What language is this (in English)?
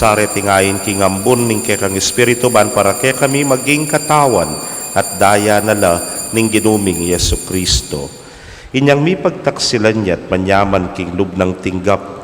Pampanga